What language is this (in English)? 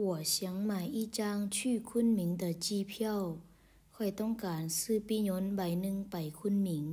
Lao